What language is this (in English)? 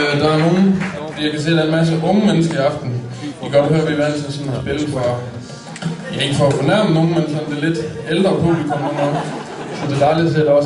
Danish